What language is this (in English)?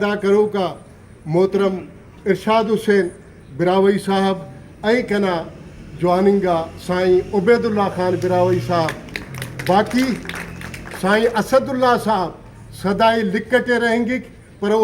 Brahui